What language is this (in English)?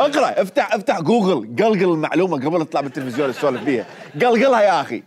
Mesopotamian Arabic